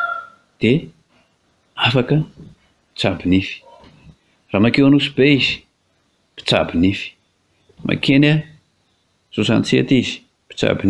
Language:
Malagasy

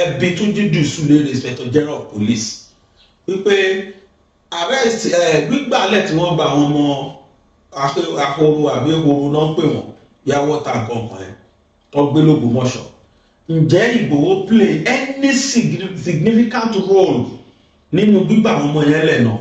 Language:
Yoruba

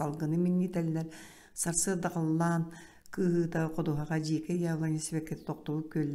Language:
Yakut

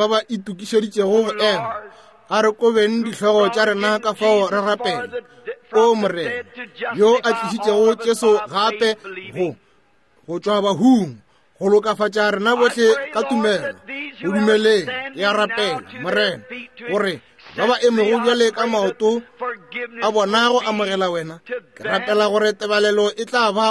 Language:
Northern Sotho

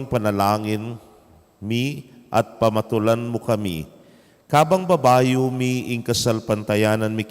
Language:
Pampanga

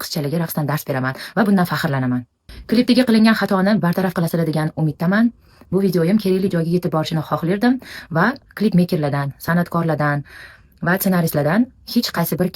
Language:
Uzbek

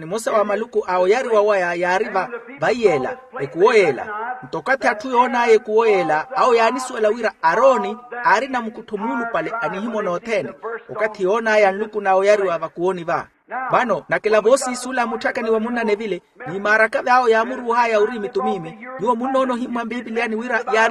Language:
Makhuwa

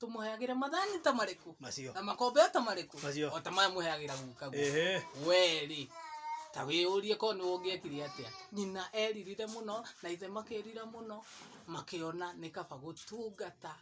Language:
Kikuyu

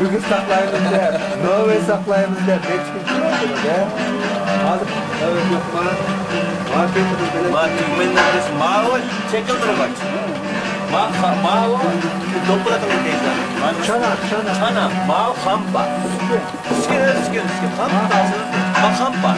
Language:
Uyghur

